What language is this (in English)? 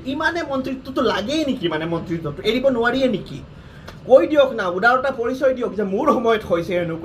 Assamese